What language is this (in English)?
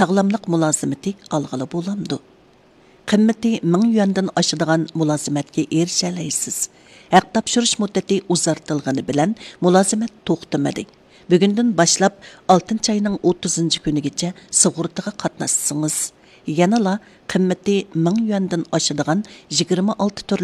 Uyghur